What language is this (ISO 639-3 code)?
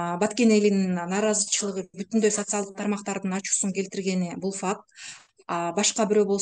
kir